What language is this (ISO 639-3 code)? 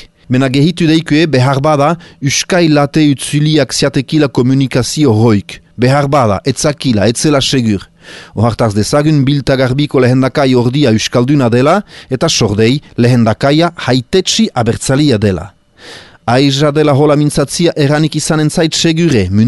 eus